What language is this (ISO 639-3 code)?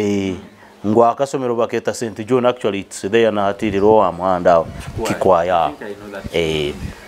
nyo